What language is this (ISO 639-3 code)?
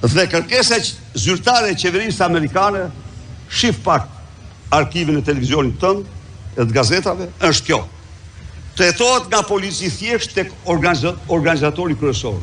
sqi